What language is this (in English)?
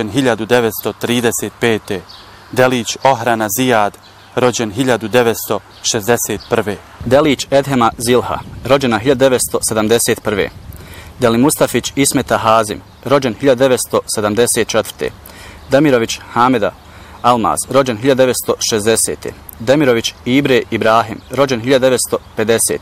Bosnian